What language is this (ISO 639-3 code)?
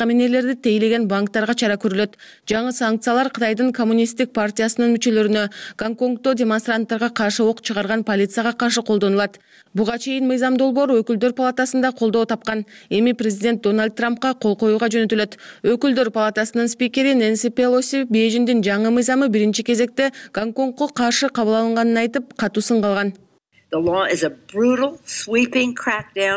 kir